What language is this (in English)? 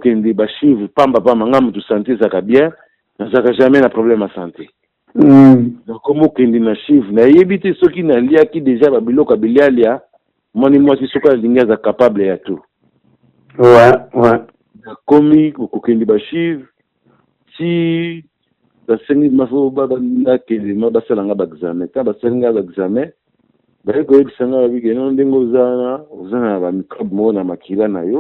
Lingala